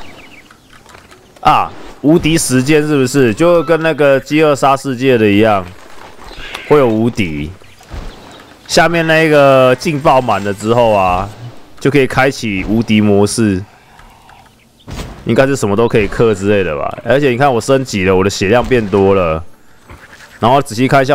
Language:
Chinese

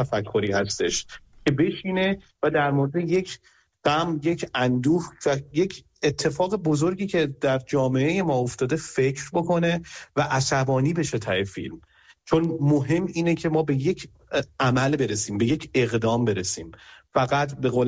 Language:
Persian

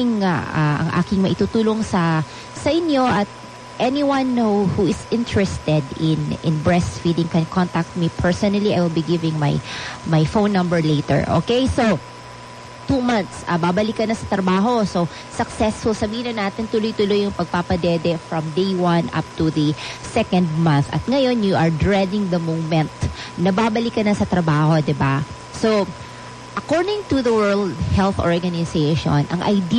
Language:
Filipino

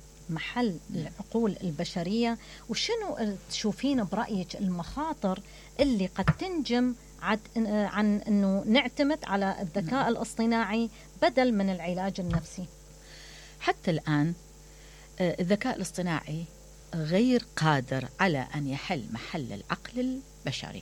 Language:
Mesopotamian Arabic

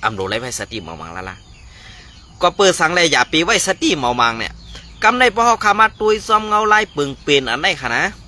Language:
Shan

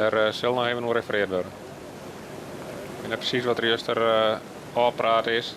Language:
Western Frisian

